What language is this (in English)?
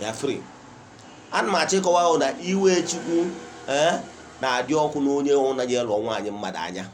Igbo